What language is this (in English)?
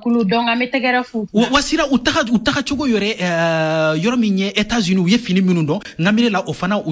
Bambara